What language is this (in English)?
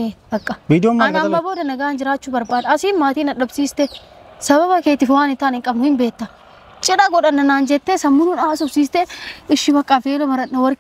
Oromo